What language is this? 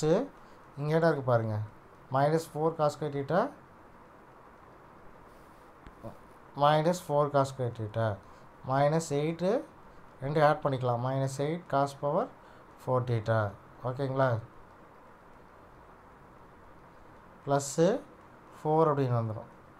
Tamil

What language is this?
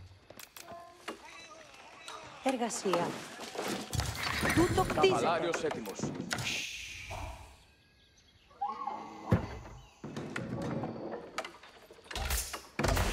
Greek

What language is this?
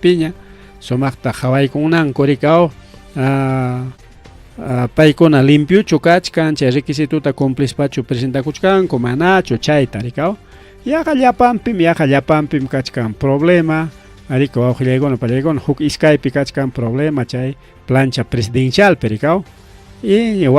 Ayacucho Quechua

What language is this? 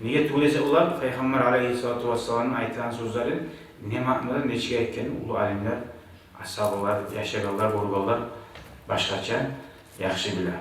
Kumyk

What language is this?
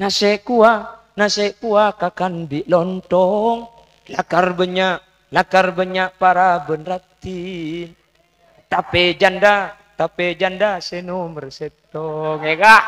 Madurese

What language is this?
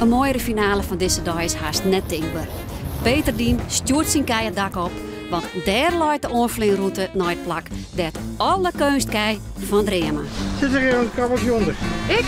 Western Frisian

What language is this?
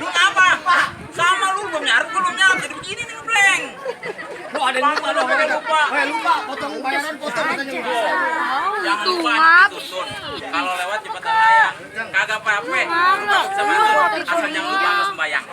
Betawi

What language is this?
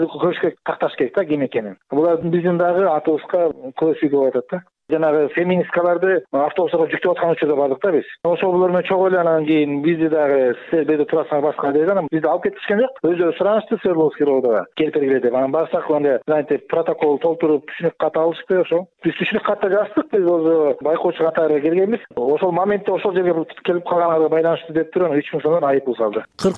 Kyrgyz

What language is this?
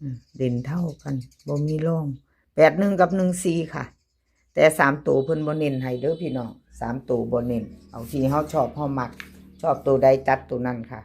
Northeastern Thai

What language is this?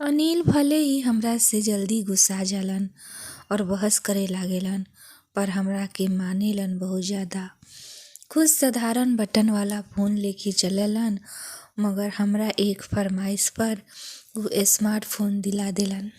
Bhojpuri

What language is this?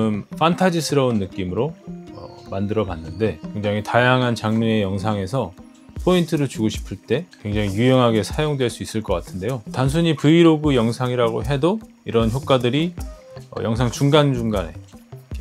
Korean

